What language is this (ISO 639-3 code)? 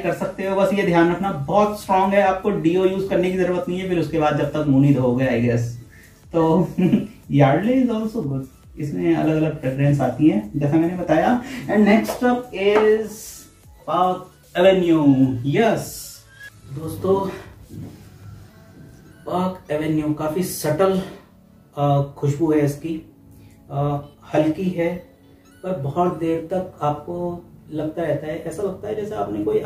hin